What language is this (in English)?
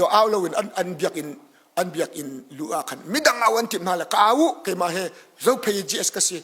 Hakha Chin